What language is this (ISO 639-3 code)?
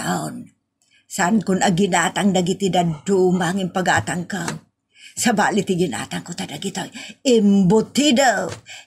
ilo